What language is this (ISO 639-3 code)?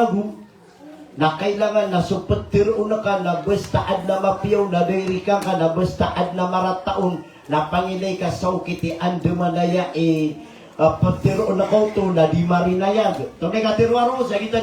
mrw